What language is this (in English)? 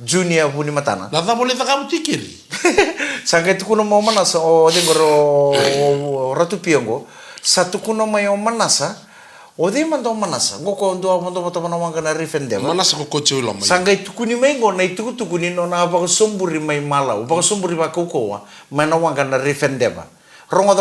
Fijian